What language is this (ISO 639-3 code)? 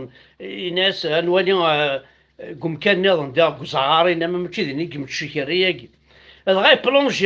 kab